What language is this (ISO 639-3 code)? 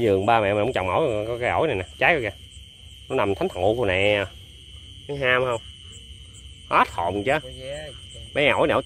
vie